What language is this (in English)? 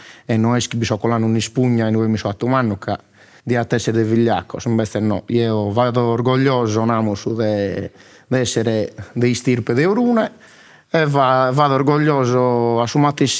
Sardinian